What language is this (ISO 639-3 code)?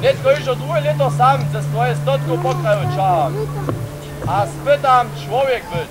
hsb